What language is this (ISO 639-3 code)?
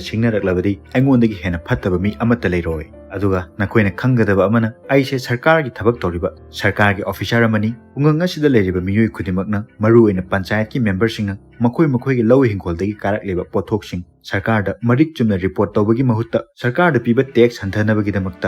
mni